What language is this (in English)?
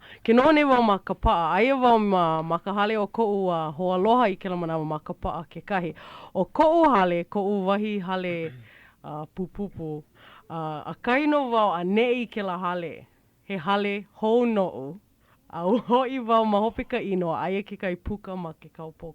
Hawaiian